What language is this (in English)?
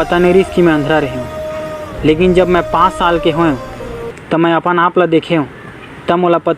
Chhattisgarhi